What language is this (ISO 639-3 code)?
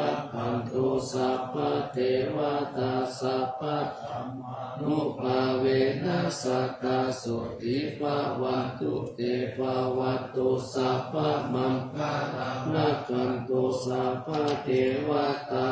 pli